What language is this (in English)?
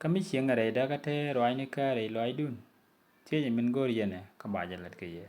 Nuer